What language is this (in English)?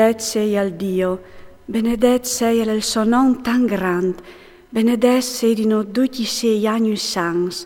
Friulian